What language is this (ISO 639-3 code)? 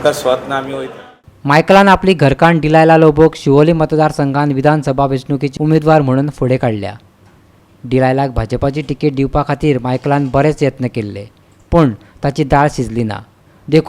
kok